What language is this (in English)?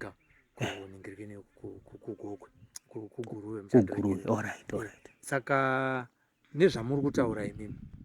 Shona